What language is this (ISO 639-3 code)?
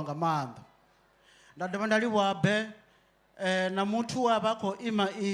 ven